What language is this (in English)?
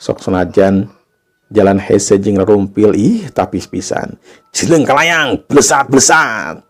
Sundanese